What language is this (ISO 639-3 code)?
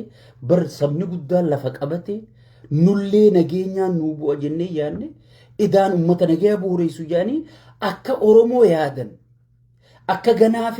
orm